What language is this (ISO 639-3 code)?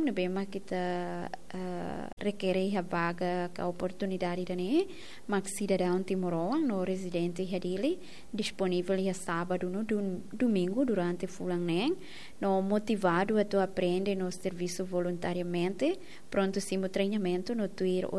tet